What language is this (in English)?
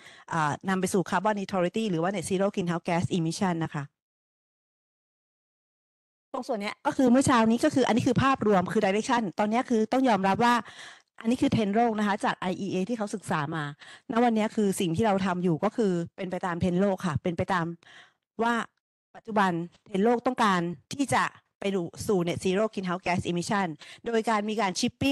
Thai